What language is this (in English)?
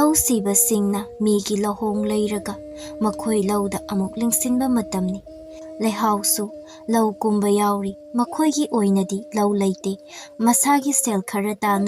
Manipuri